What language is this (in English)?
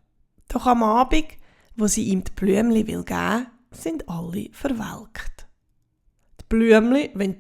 Swiss German